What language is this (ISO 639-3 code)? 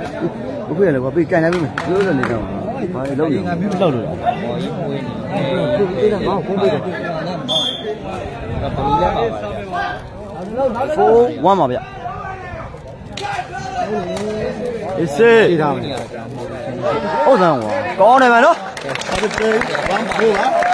mya